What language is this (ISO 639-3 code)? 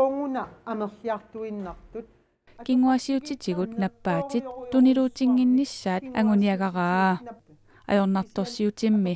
kal